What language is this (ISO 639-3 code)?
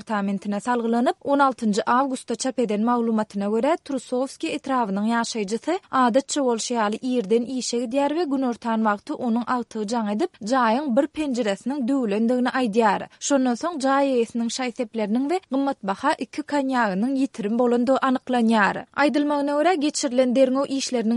tuk